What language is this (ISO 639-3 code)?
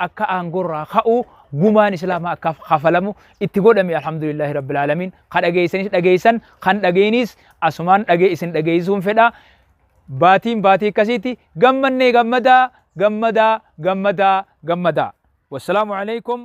orm